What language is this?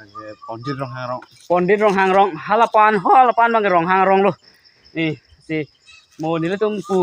Karbi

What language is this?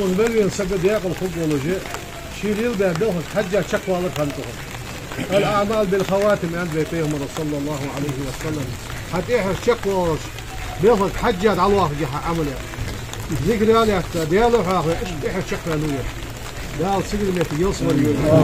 Ingush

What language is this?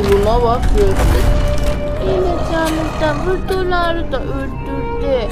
South Azerbaijani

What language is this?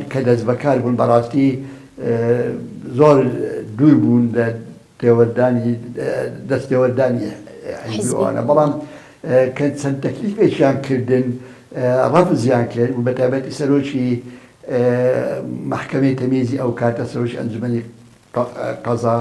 Central Kurdish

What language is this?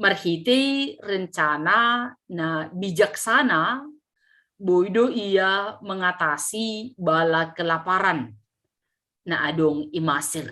Batak Simalungun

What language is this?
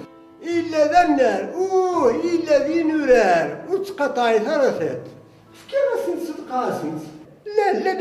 Kabyle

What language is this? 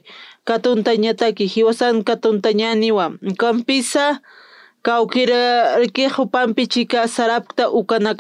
Aymara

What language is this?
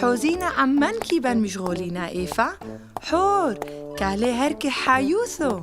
Turoyo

